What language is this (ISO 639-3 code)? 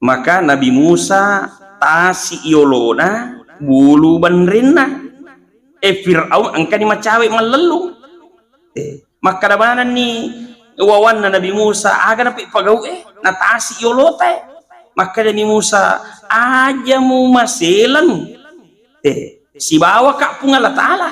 bug